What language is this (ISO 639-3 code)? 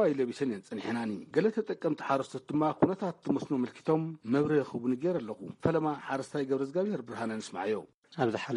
tir